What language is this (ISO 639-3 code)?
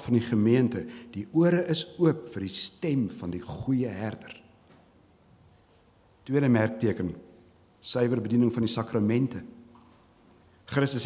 afr